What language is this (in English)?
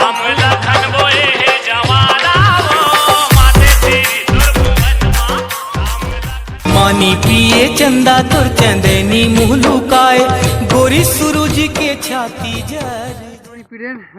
Chhattisgarhi